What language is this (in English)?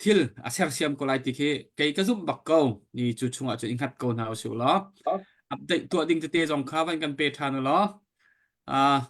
Hakha Chin